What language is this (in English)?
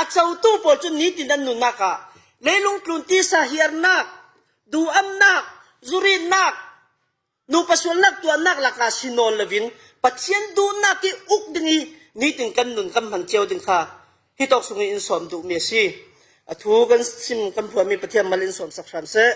Falam Chin